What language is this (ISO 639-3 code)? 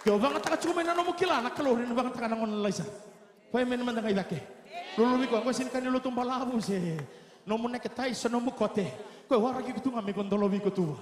fij